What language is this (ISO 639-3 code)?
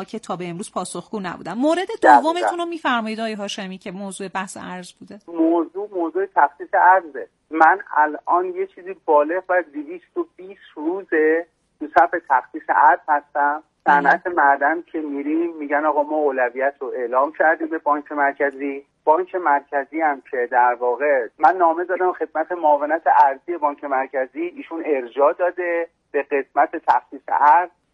fas